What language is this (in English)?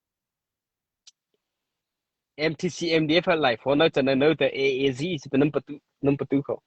Mara Chin